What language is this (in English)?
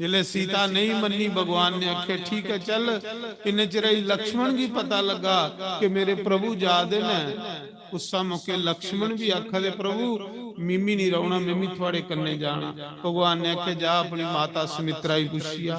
Dogri